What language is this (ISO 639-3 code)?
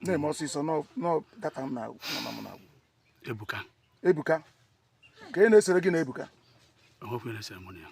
ibo